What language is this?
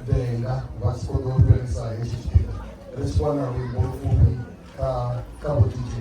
Venda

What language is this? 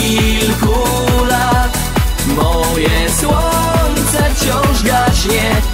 Polish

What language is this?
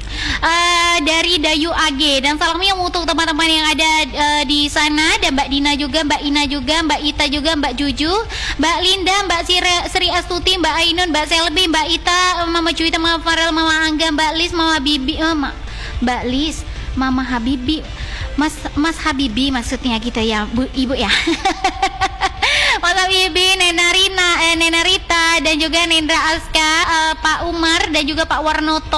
Indonesian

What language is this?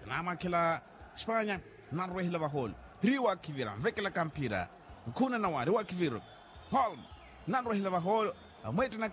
Makhuwa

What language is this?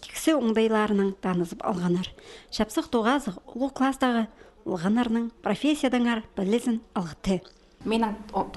Khakas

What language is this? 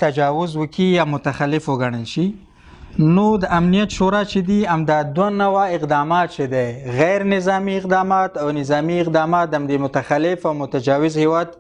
Pashto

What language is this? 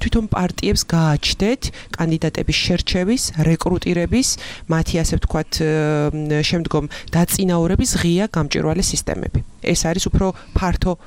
Georgian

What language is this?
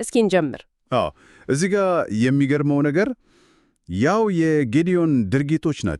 Amharic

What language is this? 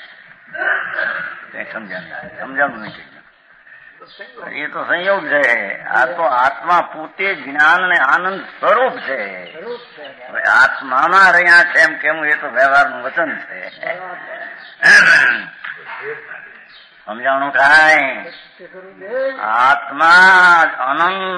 Gujarati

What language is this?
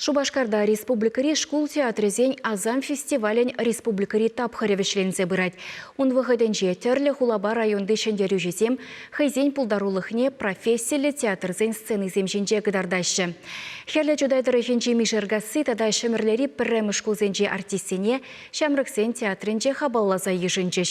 Chuvash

